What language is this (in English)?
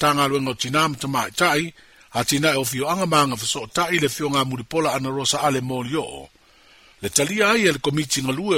Samoan